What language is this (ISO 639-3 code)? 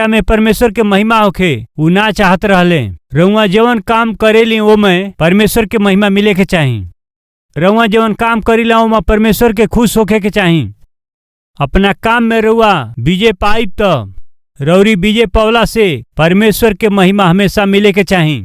bho